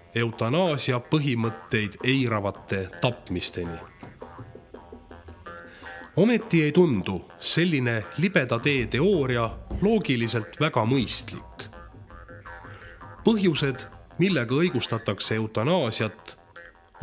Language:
Estonian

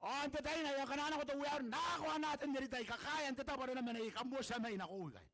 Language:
Gilbertese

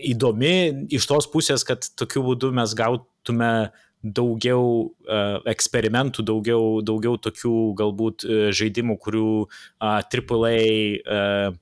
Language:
Lithuanian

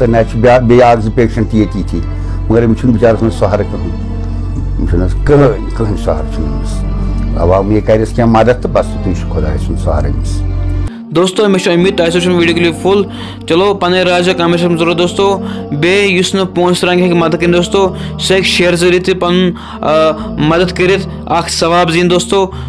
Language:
Kashmiri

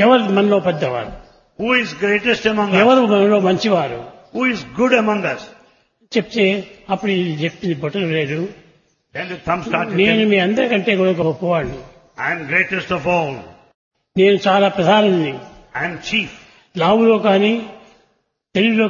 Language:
Telugu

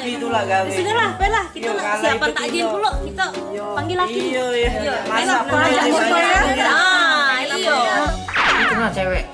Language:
Musi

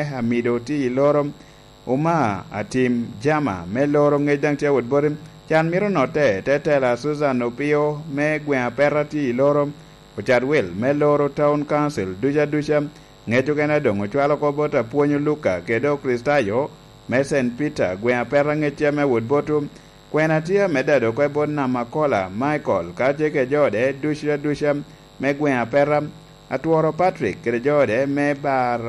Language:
Lango (Uganda)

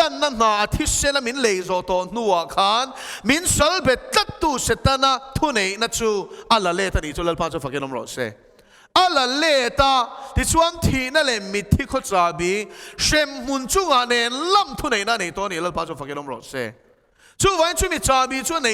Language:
Mizo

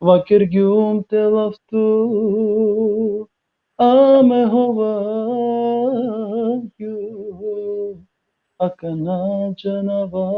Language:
Balkan Romani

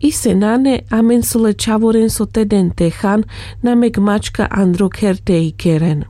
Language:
Carpathian Romani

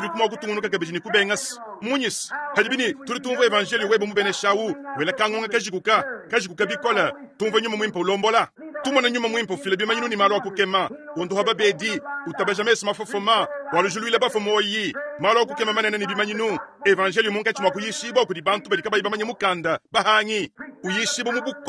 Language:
Luba-Lulua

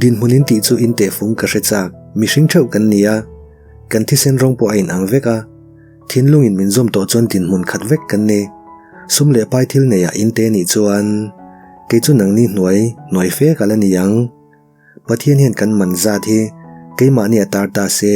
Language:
Mizo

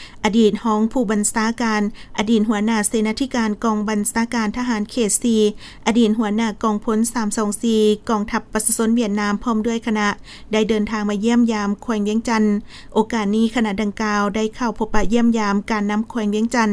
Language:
Lao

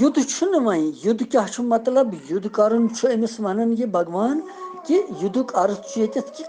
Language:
Kashmiri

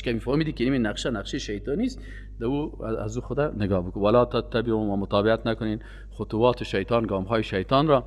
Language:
Persian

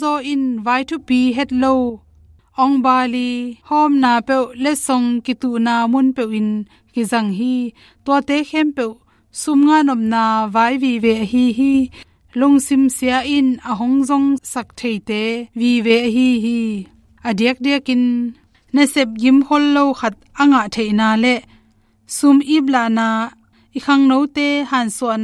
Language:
Tedim Chin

